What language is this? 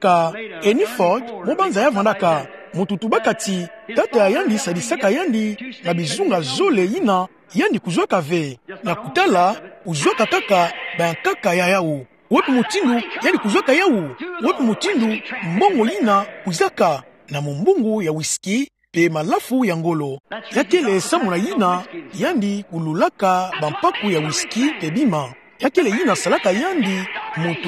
Kituba (Democratic Republic of Congo)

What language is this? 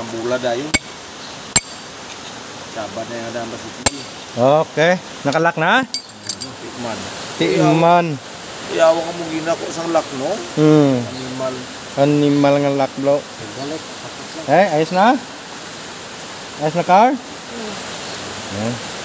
Filipino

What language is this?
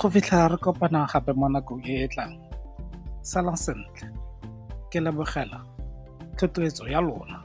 Tswana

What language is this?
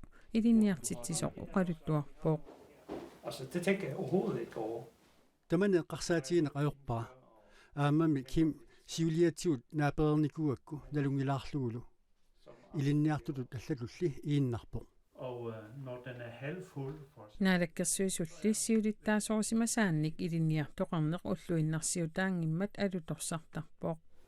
Kalaallisut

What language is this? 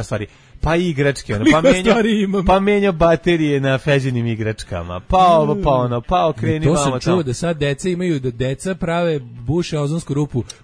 Serbian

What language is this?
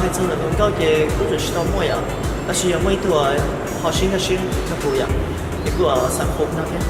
Hmong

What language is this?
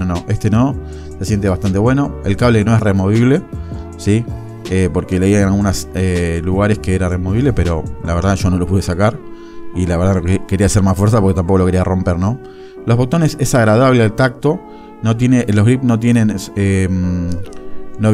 Spanish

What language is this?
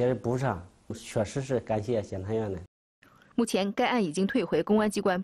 Chinese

